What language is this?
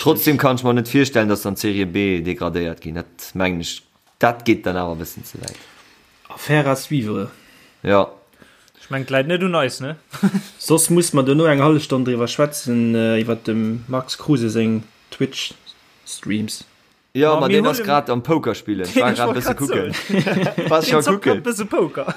Luxembourgish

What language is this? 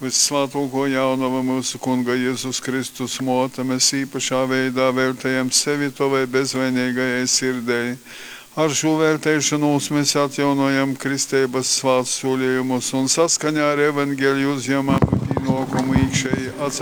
Latgalian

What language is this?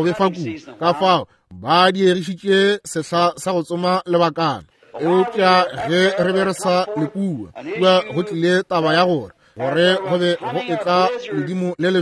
Northern Sotho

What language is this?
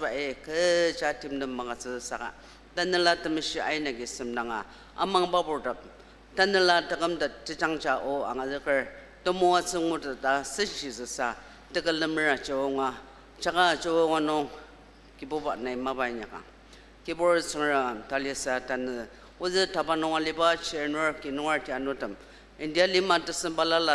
Ao Naga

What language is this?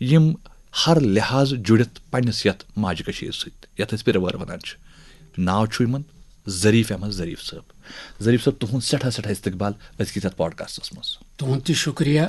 Kashmiri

